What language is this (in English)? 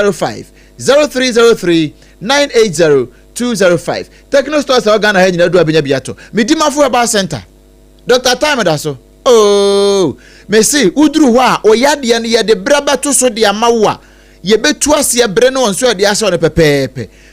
Akan